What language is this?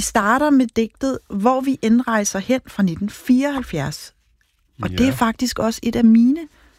Danish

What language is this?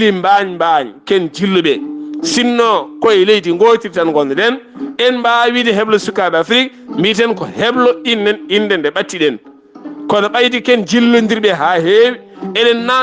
Fula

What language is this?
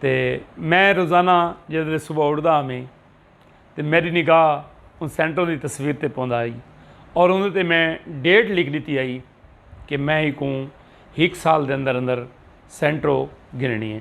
Saraiki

